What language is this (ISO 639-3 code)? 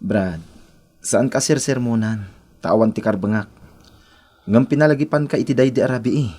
ilo